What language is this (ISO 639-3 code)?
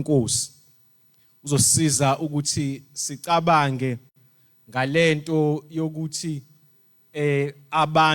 zul